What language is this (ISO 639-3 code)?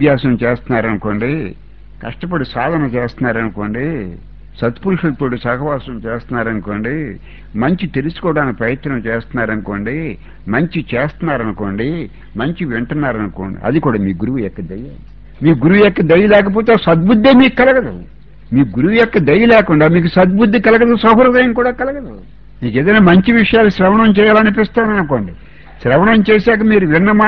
tel